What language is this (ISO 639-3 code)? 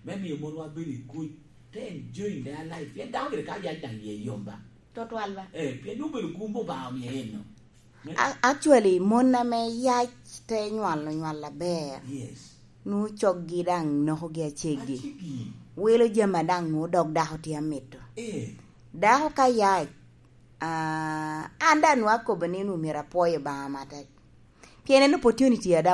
laj